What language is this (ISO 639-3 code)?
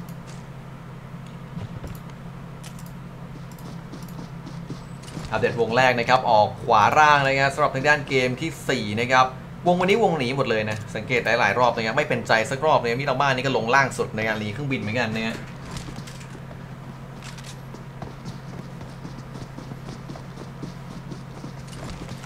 tha